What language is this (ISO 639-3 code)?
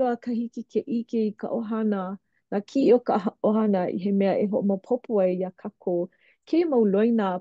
haw